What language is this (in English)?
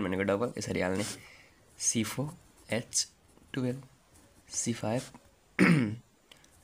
Nepali